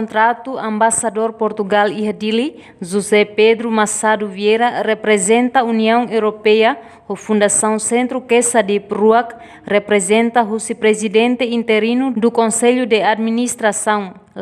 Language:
Tetum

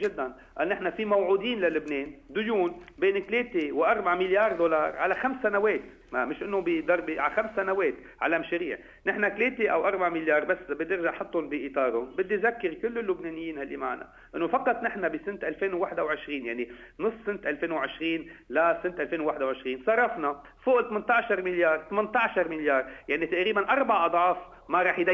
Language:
North Levantine Arabic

